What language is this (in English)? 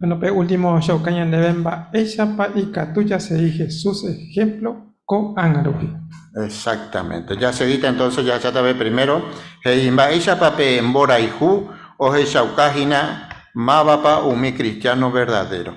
Guarani